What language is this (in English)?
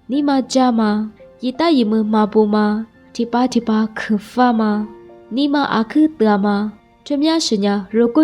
Lisu